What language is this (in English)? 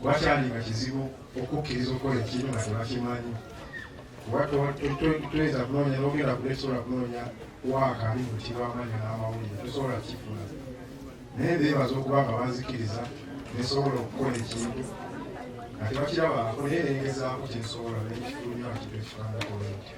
Ganda